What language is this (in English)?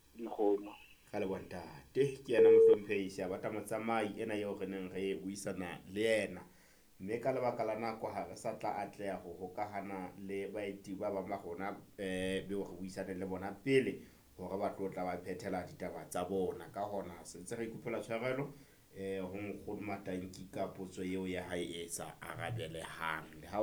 Southern Sotho